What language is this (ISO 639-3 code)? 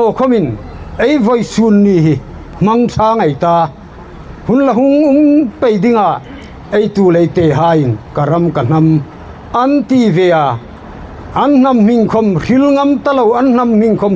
hmr